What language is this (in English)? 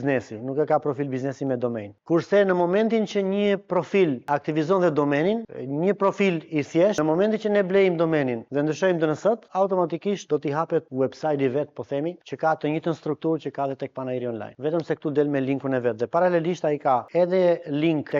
Albanian